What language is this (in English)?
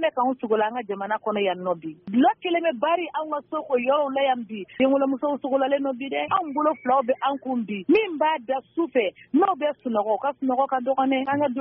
Bambara